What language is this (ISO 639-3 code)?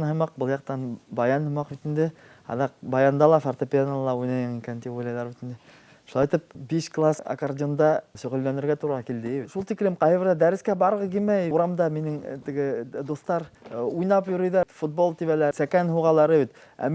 bak